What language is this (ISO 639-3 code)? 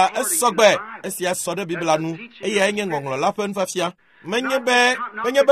ewe